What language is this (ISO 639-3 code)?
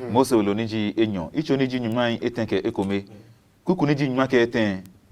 ada